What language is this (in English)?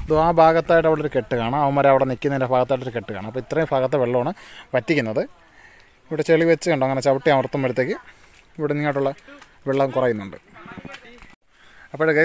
Malayalam